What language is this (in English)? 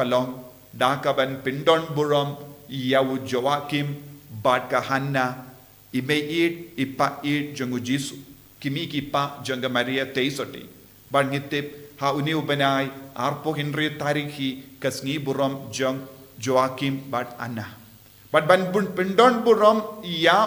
Khasi